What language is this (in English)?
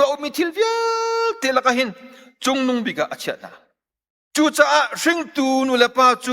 Hakha Chin